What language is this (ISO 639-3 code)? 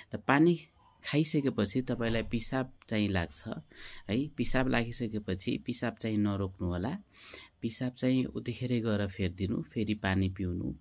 nep